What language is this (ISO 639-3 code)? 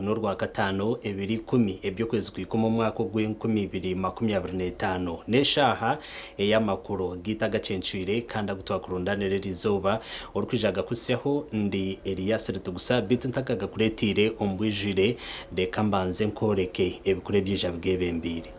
nyn